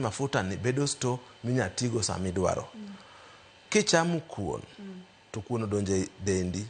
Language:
Luo (Kenya and Tanzania)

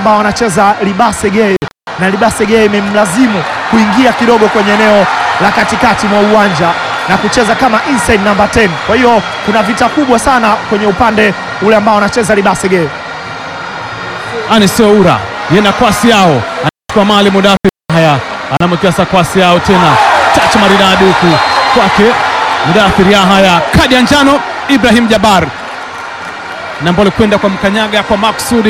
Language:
Swahili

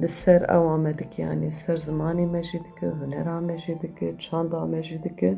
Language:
Kurdish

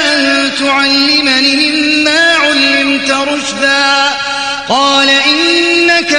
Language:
Arabic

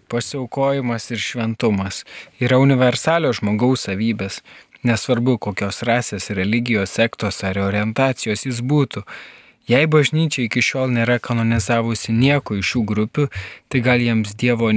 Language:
Lithuanian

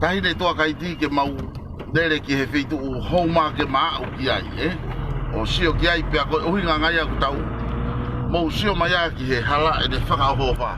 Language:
Tongan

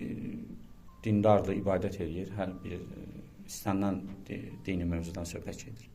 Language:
Azerbaijani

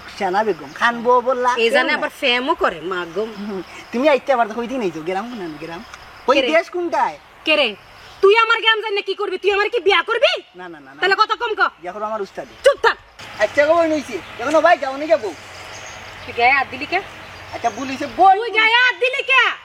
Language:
Sylheti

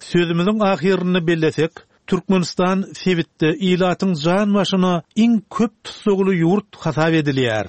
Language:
Turkmen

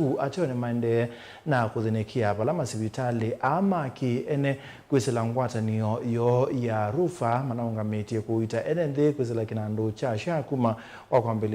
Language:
Kamba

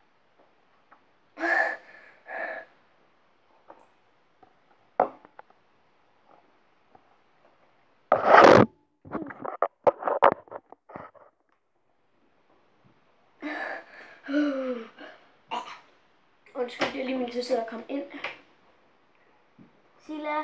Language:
Danish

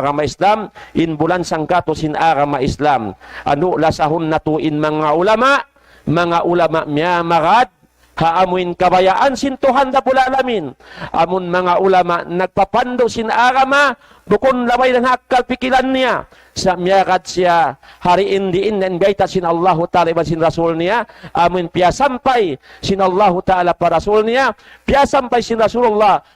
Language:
Tausug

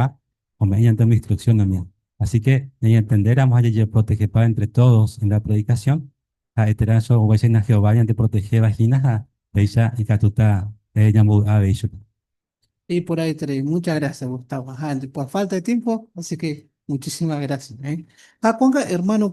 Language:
Guarani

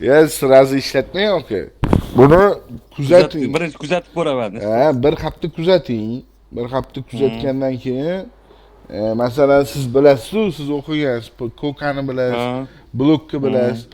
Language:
Uzbek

